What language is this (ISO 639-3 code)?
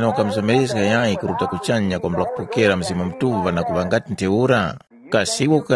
tum